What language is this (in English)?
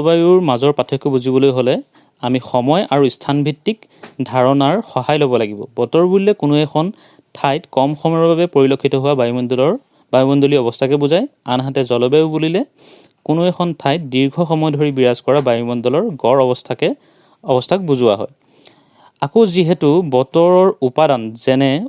Assamese